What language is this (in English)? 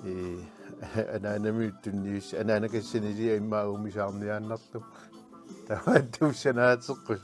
Kalaallisut